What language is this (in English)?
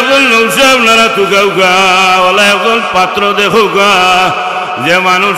Sylheti